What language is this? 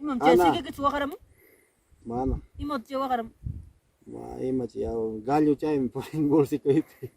Ayacucho Quechua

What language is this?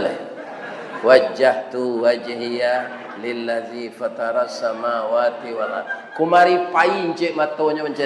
Minangkabau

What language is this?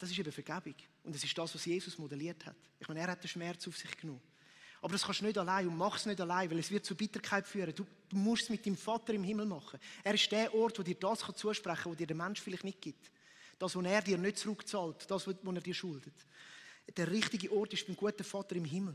Swiss German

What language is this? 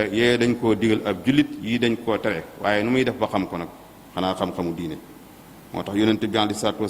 Wolof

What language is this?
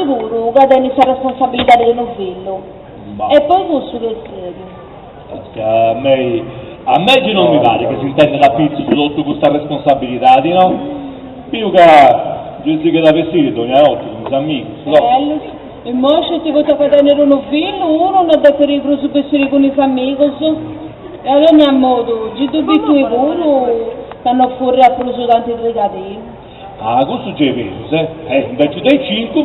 Sardinian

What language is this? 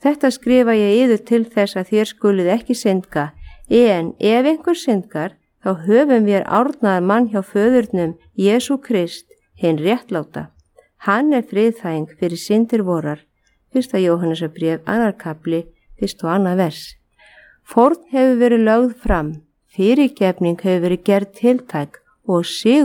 Icelandic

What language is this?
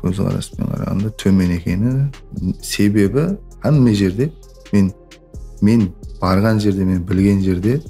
Kara-Kalpak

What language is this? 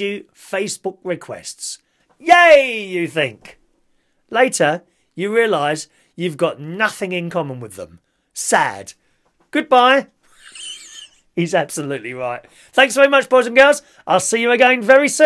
English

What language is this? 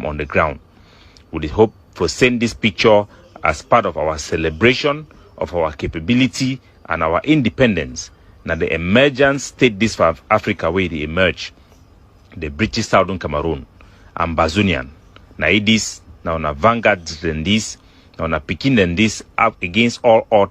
Igbo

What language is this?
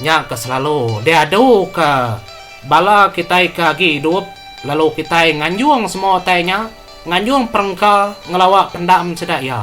Iban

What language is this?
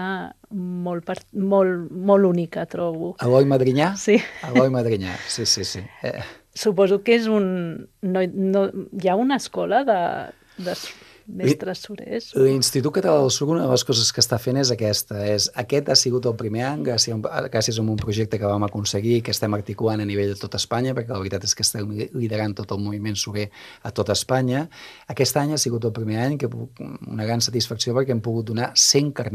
Catalan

